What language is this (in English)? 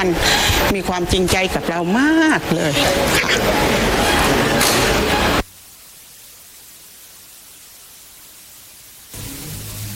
Thai